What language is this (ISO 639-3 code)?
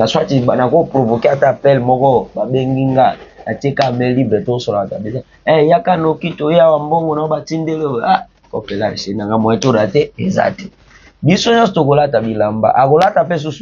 lin